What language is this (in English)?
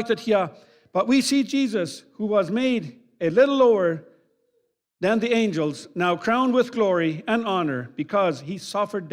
Plautdietsch